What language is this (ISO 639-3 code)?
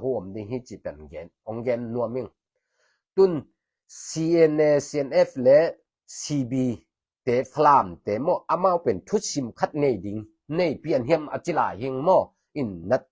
ctd